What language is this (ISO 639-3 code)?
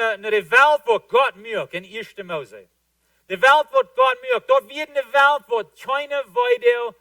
pdt